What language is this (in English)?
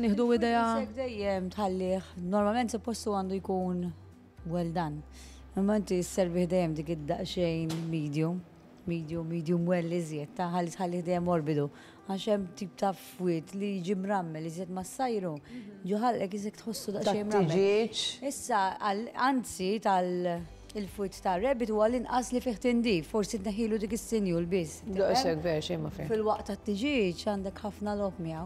Maltese